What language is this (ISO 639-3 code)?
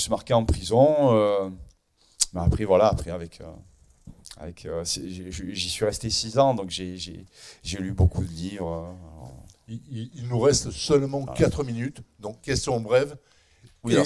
fra